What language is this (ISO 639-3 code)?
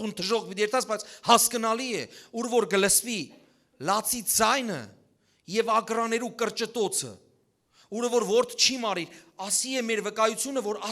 hyw